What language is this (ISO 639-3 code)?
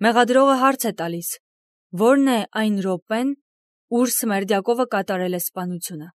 hye